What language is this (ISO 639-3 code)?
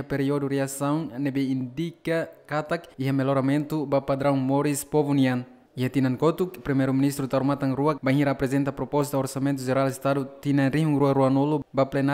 tet